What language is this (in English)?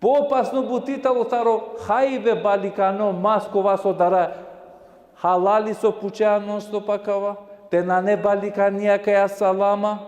Balkan Romani